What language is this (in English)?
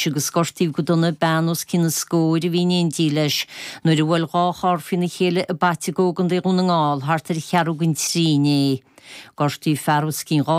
Irish